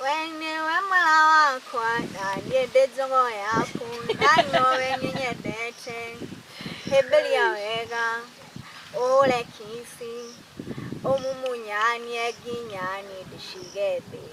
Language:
Kikuyu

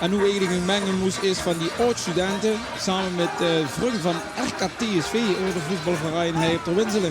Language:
Limburgish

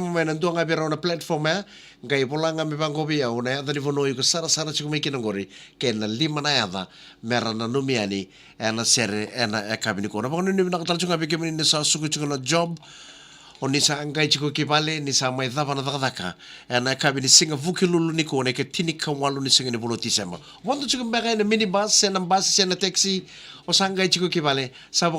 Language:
Fijian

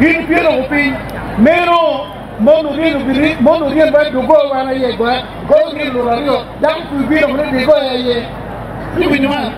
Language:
Acoli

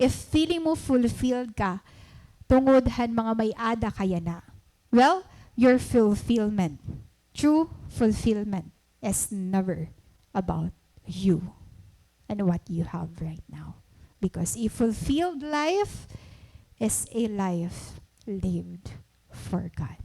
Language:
Waray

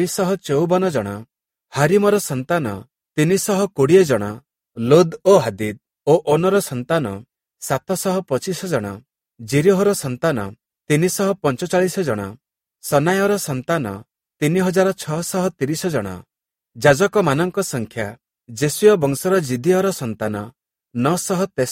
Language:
Odia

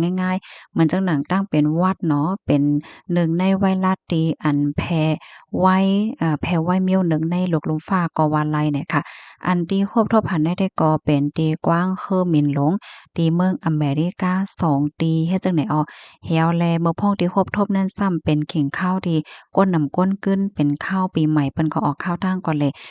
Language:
Shan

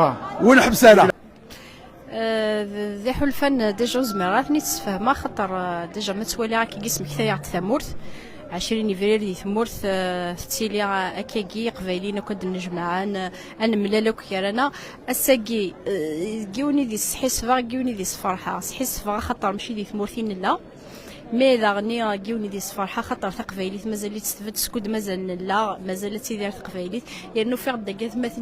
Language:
Kabyle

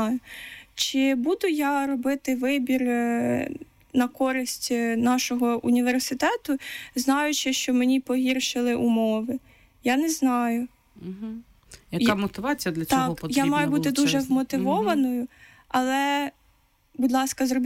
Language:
Ukrainian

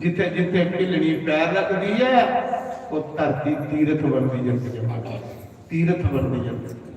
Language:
Dogri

